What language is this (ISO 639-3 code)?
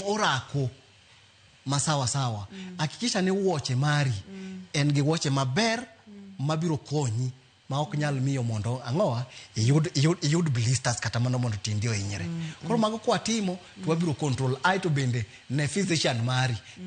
luo